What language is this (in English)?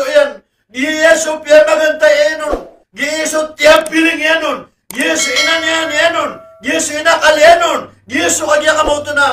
Maranao